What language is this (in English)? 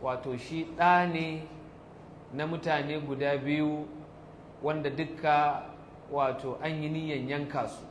Hausa